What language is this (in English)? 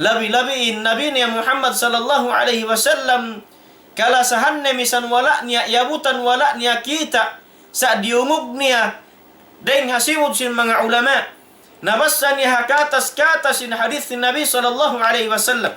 Tausug